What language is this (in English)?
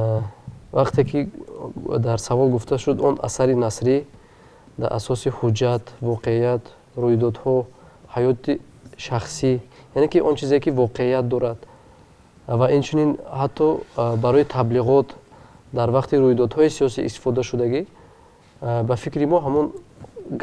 Tajik